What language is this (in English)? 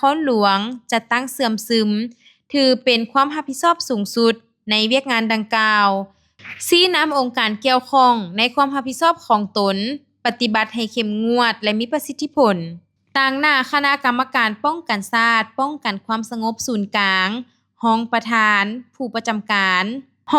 Lao